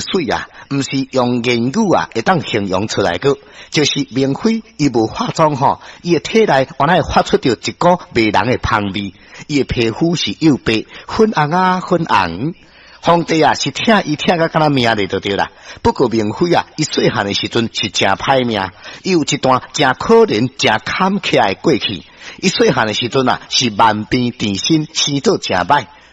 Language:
Min Nan Chinese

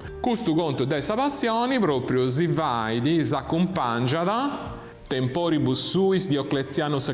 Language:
Sardinian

